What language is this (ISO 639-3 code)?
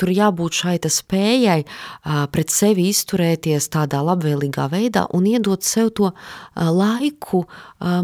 lav